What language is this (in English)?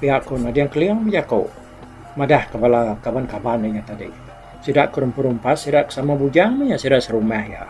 Iban